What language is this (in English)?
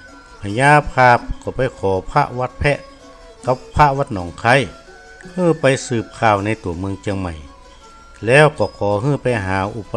Northern Thai